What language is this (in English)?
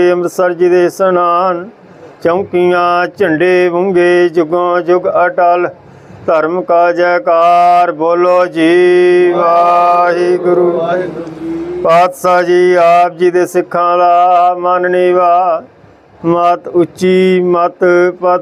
Punjabi